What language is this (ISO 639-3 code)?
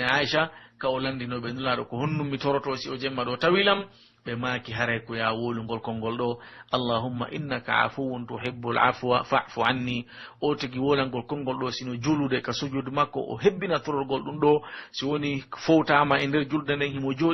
fuf